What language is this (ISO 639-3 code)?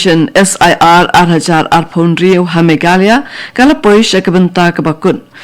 kha